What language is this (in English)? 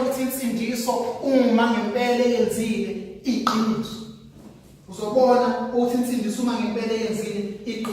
Zulu